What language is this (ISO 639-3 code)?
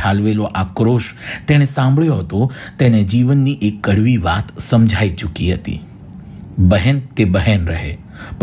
guj